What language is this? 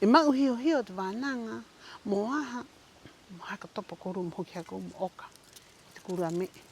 Rapanui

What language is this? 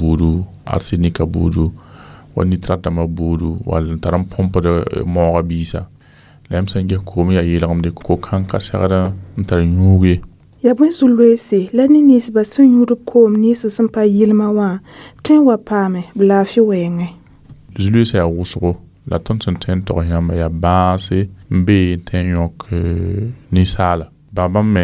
Mossi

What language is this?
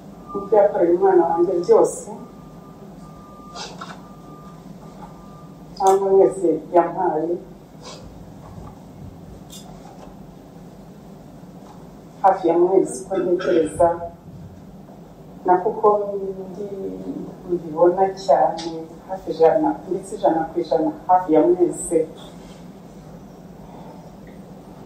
Kinyarwanda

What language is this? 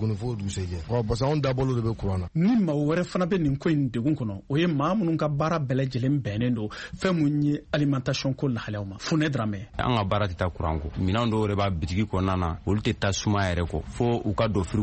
Bambara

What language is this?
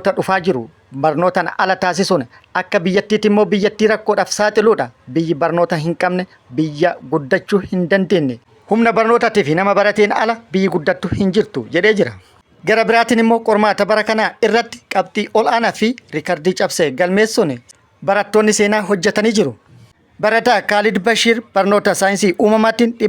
Oromo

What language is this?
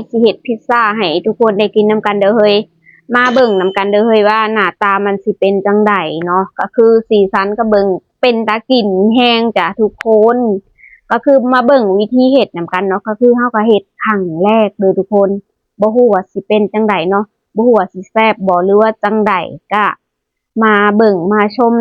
Lao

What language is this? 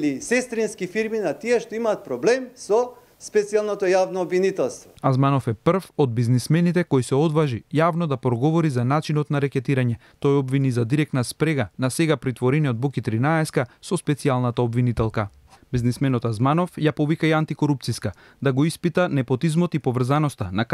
Macedonian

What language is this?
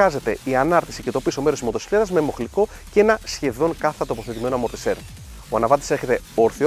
Greek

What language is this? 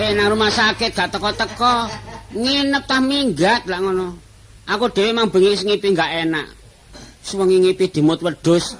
Javanese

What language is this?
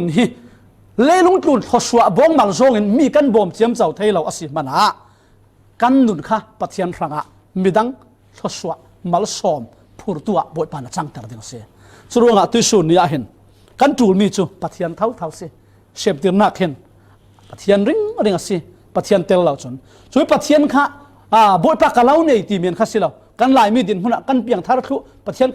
Falam Chin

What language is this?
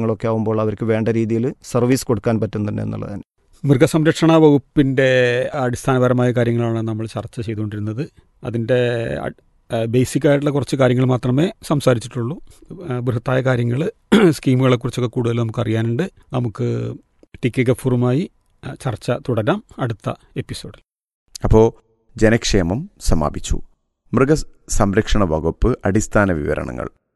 Malayalam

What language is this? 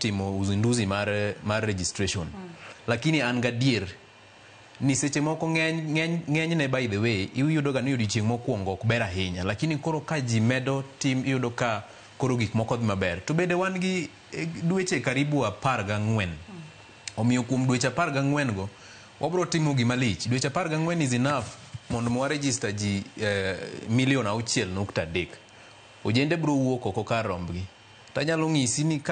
Luo (Kenya and Tanzania)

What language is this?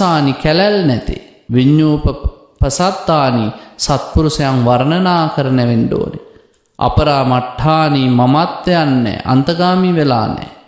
Sinhala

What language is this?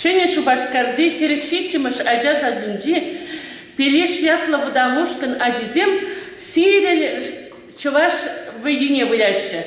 Chuvash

